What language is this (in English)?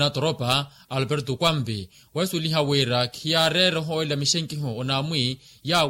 Makhuwa